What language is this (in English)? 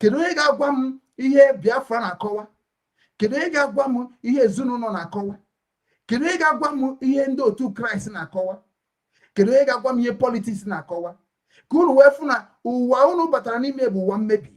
Igbo